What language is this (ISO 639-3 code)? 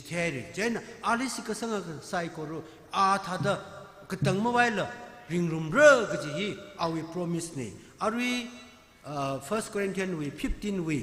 nmf